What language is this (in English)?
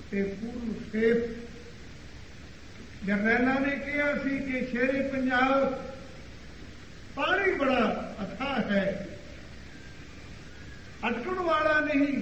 Punjabi